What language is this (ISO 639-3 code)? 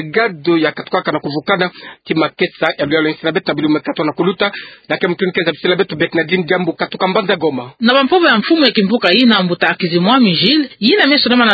ktu